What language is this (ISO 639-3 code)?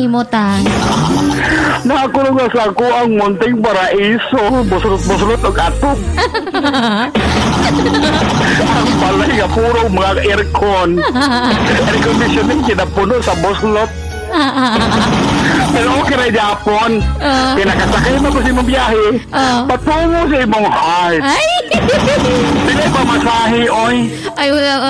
ceb